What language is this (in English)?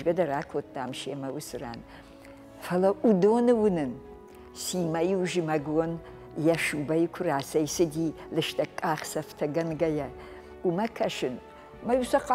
Ossetic